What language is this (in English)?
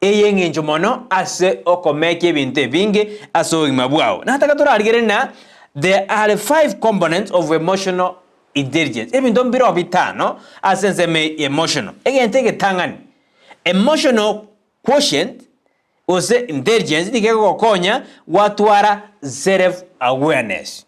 Gusii